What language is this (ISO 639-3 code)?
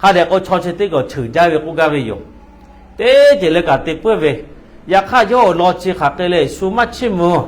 lhu